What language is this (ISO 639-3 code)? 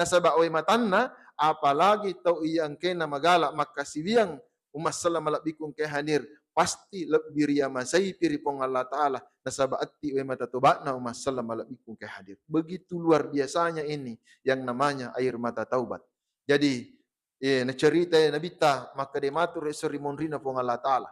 bug